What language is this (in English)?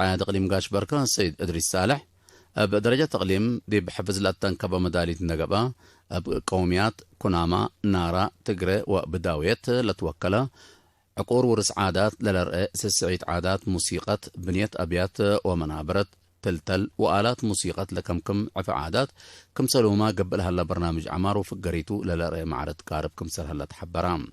Tigre